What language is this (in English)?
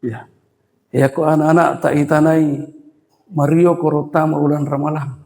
Buginese